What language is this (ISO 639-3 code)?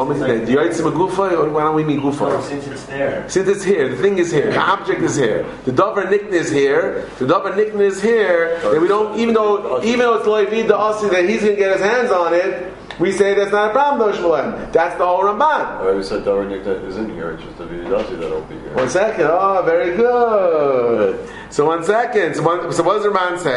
eng